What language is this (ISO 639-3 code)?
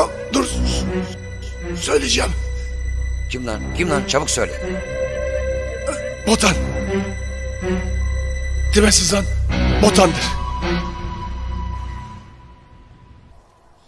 tur